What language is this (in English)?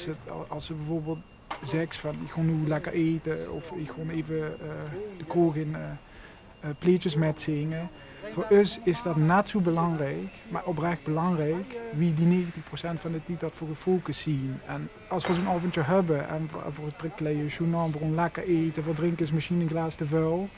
Limburgish